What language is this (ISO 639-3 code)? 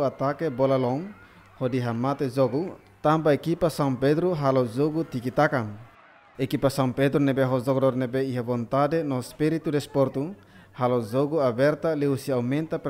tet